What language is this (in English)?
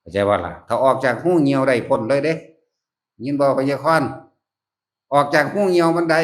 Northeastern Thai